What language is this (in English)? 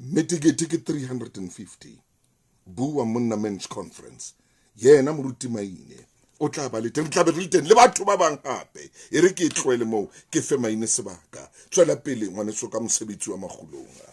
Southern Sotho